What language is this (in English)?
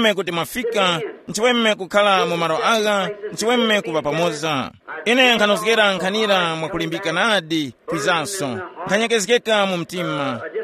Tumbuka